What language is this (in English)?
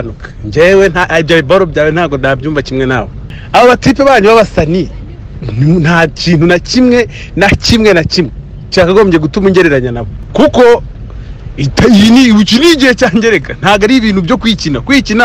Kinyarwanda